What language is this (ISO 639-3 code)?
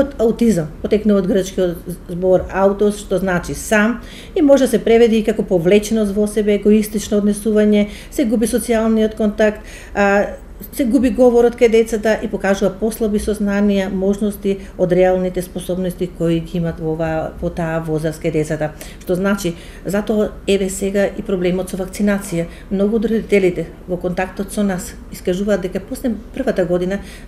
mkd